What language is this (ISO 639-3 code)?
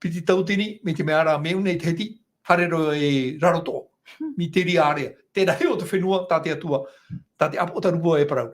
tah